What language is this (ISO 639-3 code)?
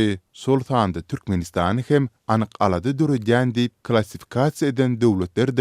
tuk